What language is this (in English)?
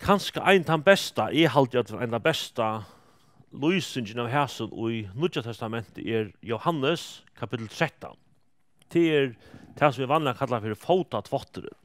Faroese